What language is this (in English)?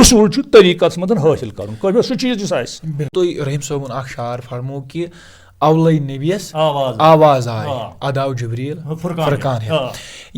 Kashmiri